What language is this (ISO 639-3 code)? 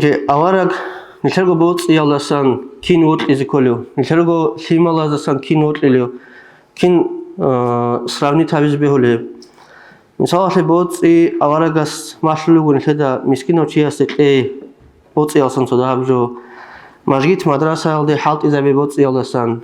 ava